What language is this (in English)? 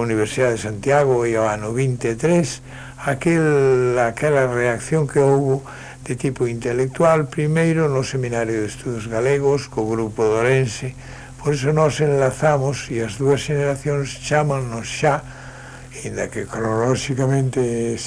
Galician